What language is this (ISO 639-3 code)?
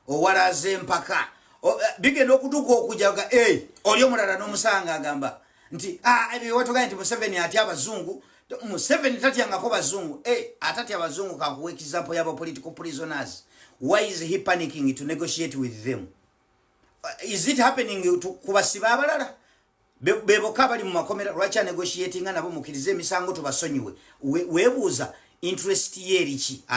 lug